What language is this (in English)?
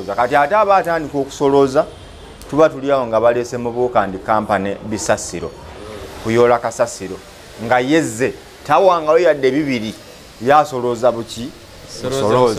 Ganda